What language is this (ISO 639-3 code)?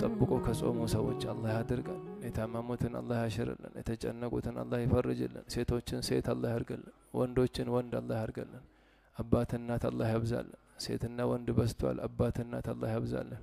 amh